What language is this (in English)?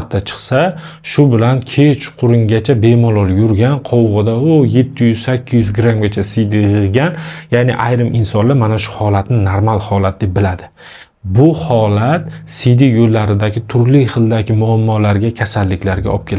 Uzbek